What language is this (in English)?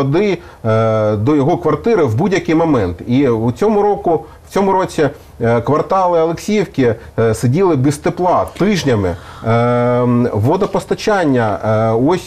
Ukrainian